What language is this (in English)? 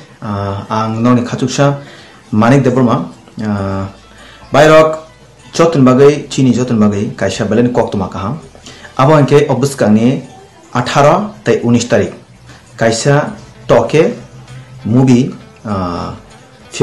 Kok Borok